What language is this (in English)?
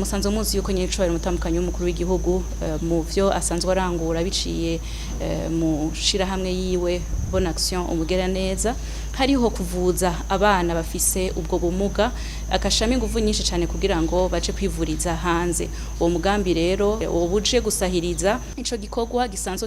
Rundi